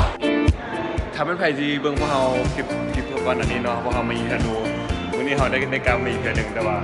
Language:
Lao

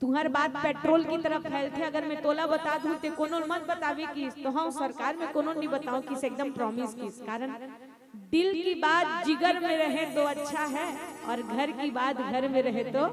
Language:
Chhattisgarhi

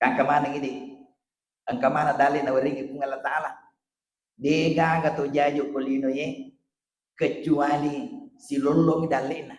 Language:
Buginese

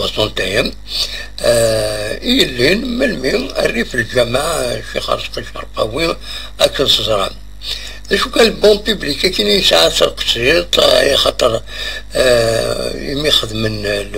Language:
Kabyle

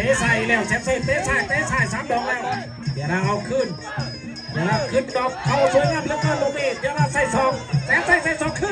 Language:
Lao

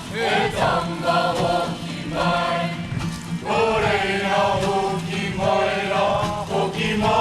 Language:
Māori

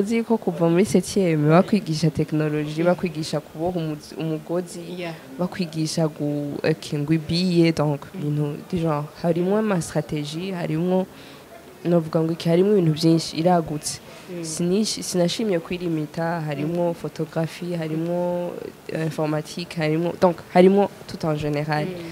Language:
Rundi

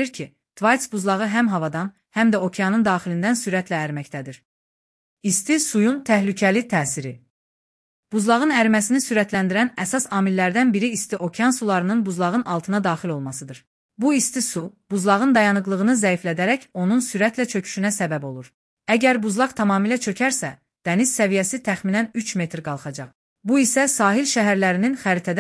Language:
Azerbaijani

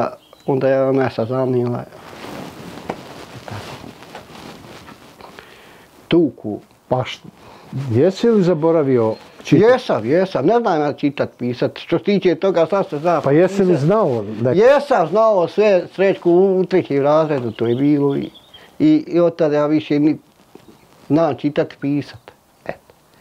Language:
Bosnian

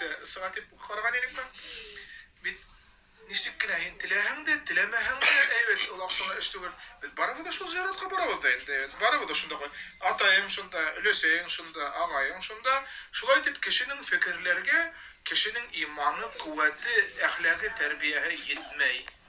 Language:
Bashkir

